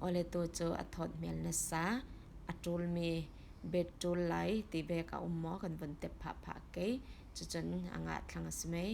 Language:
Falam Chin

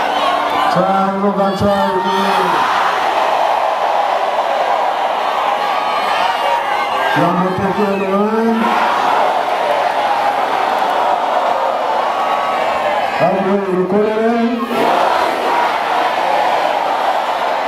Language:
Lingala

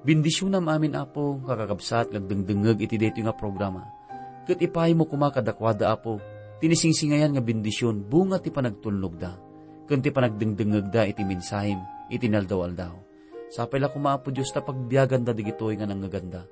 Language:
Iloko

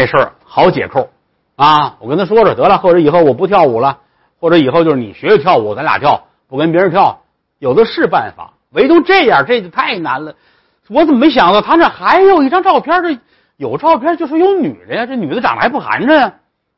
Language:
Chinese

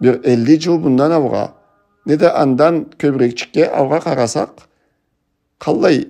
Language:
Karachay-Balkar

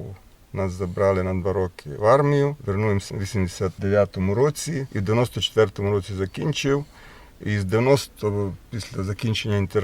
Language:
Rusyn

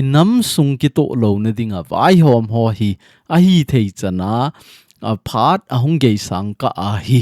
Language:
Thado Chin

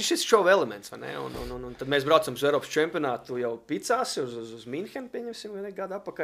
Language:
Latvian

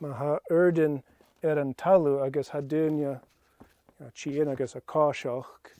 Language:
Scottish Gaelic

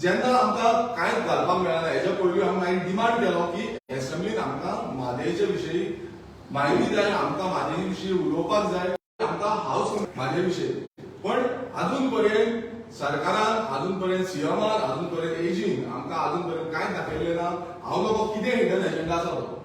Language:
Konkani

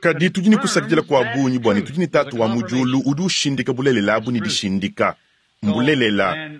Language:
Luba-Lulua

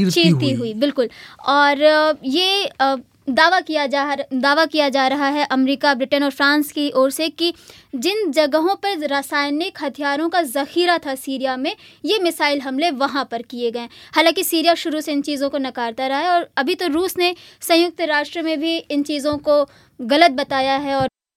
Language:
Hindi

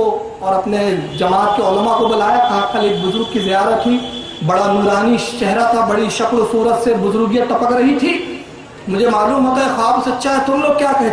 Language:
Urdu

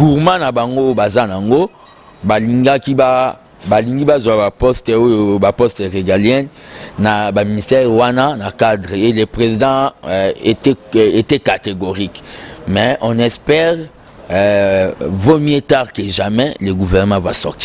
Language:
Lingala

